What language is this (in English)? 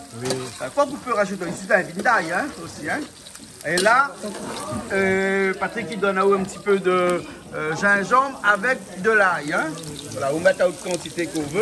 Réunion Creole French